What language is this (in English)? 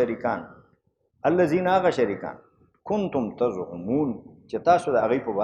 Pashto